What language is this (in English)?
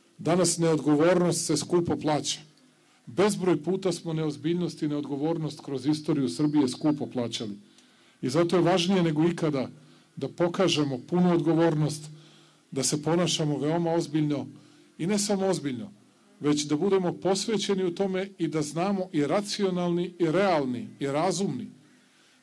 Serbian